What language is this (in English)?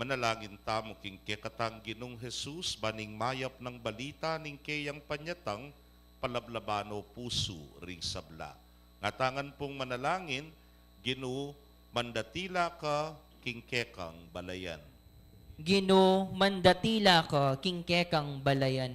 Pampanga